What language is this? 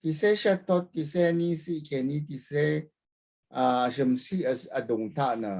Rawang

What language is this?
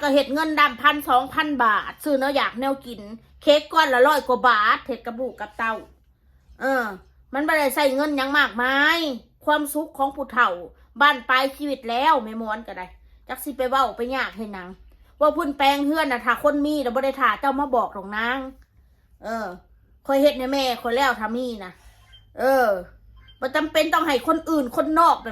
Northeastern Thai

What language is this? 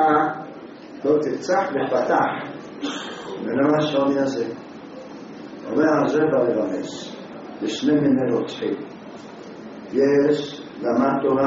Hebrew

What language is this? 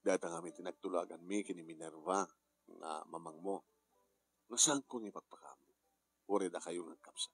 Iloko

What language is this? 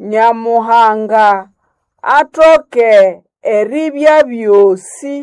Nande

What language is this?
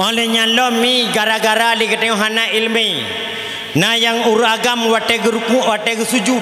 Achinese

